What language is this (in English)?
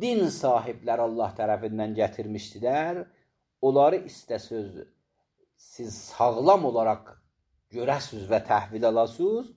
Azerbaijani